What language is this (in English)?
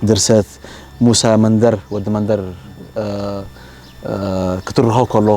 Tigrinya